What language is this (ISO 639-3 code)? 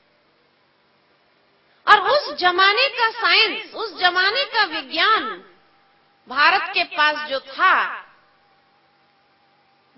hin